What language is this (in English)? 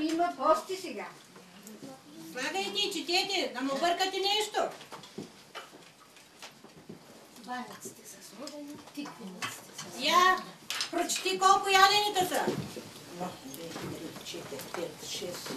Bulgarian